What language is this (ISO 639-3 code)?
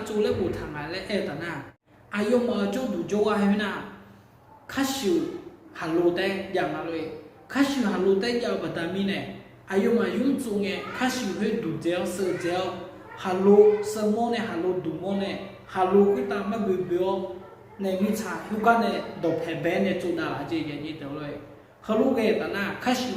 ahk